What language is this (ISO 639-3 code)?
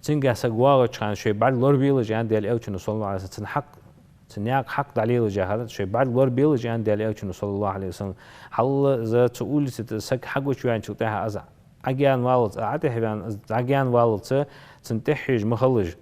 inh